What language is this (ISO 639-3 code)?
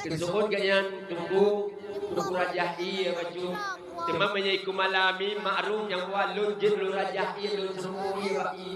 ace